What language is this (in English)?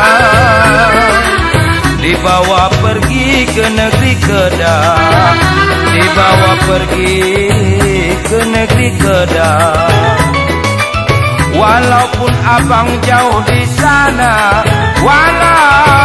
Malay